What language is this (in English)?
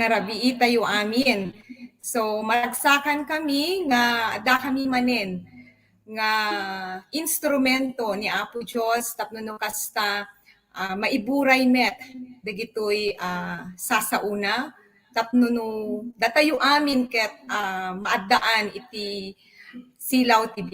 Iloko